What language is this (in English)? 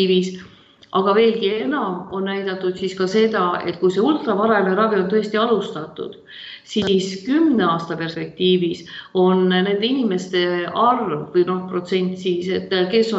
Estonian